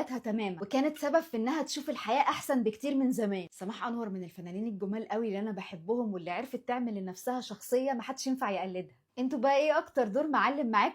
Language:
Egyptian Arabic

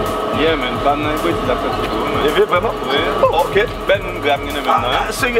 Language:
Haitian Creole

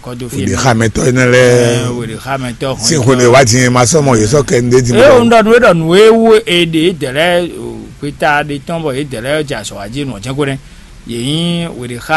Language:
Fon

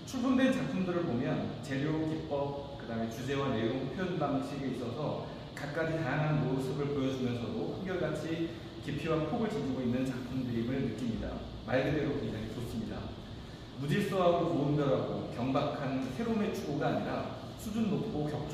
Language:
Korean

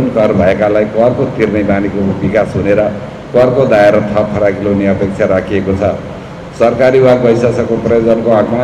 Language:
Nepali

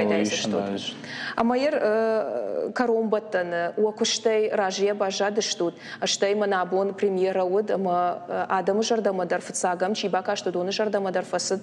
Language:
Ossetic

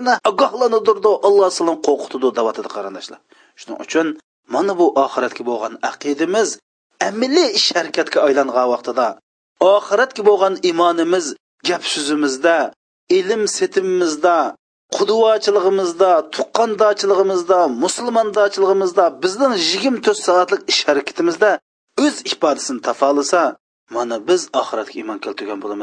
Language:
Uyghur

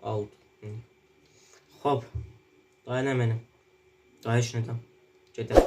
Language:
South Azerbaijani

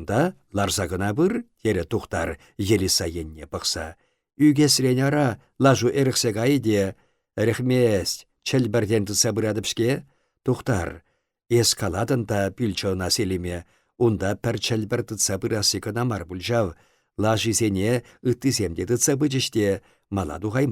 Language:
Chuvash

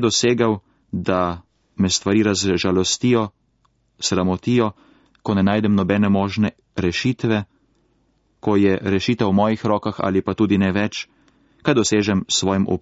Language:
Slovenian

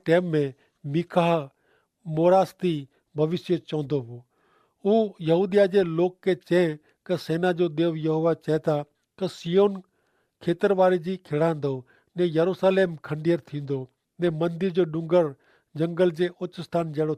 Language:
Kachhi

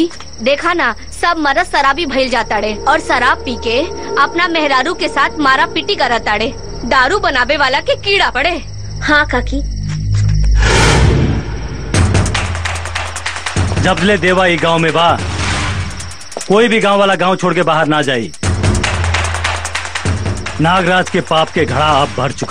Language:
Bhojpuri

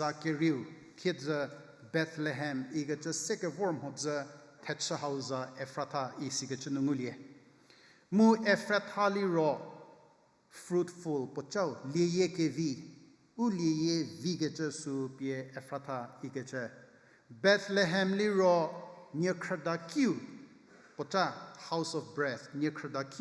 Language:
Angami Naga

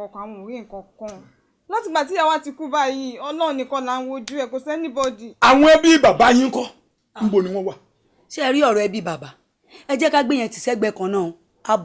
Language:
Yoruba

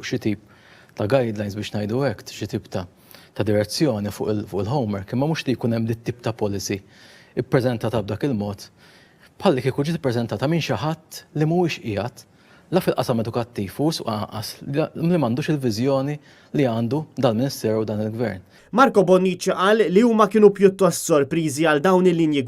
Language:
Maltese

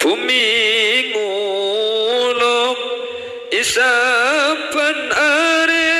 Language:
Madurese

